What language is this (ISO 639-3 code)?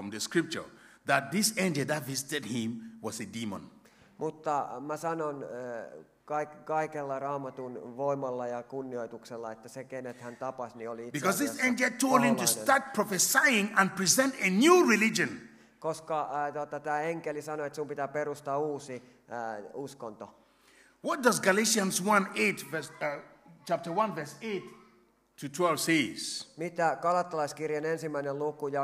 fin